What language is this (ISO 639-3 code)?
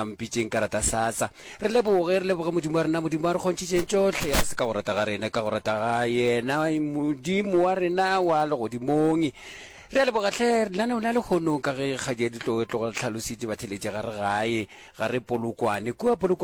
nso